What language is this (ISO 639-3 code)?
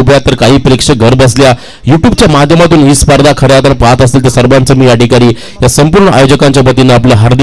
mar